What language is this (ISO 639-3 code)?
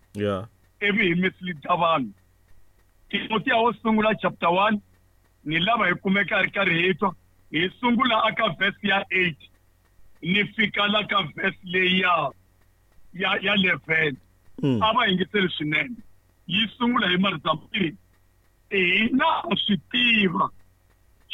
tso